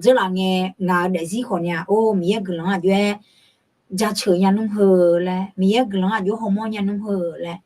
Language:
Akha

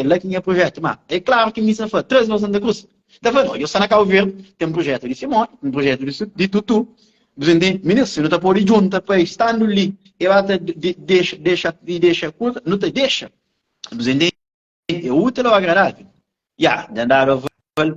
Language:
Kabuverdianu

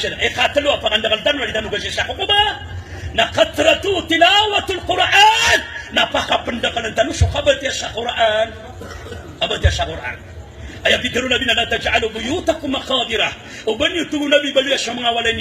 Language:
Maranao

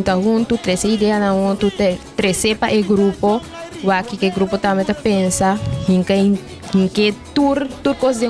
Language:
Papiamento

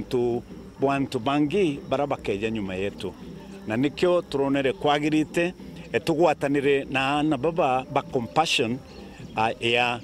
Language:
Meru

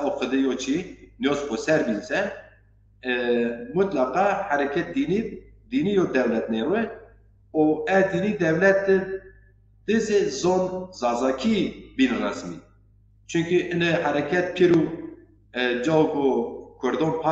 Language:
Zaza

